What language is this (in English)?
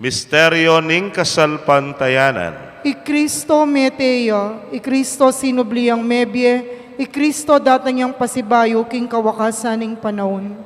Pampanga